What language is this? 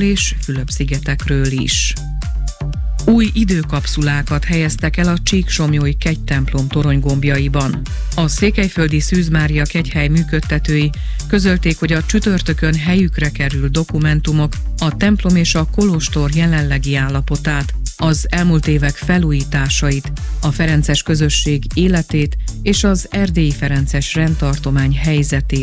Hungarian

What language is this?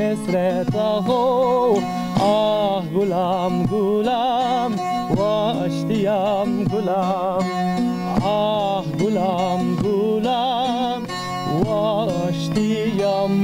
Zaza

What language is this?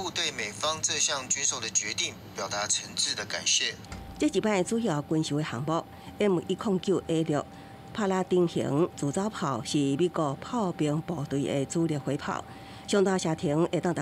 Min Nan Chinese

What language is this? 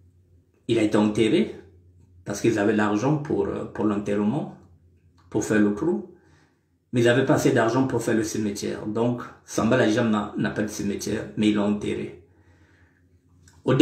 French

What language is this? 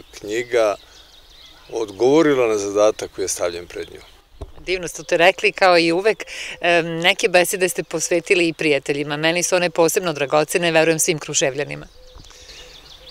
Serbian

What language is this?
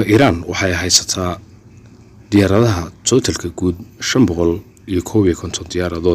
Somali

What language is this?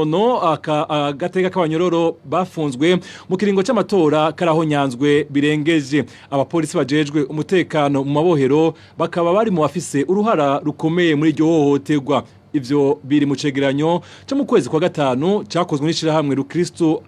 Rundi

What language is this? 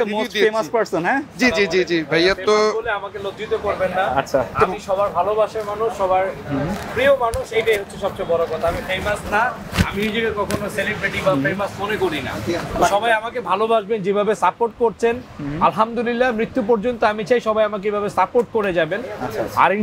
Bangla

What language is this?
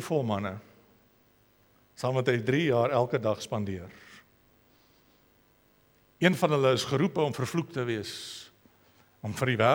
Afrikaans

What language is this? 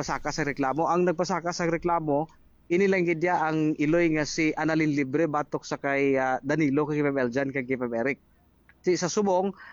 Hiligaynon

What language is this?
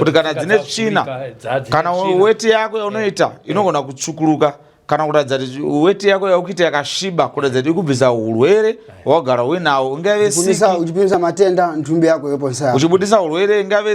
Shona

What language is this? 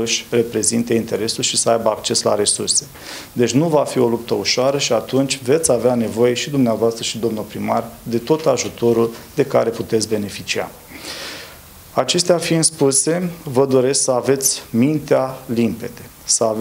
Romanian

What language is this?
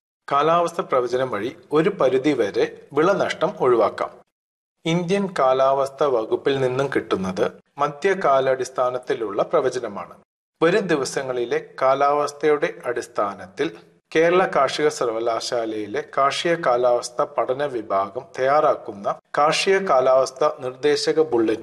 Malayalam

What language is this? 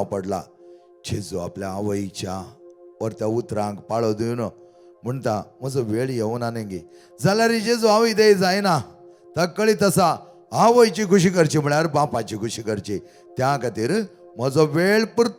Konkani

